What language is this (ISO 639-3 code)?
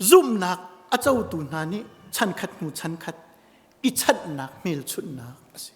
cnh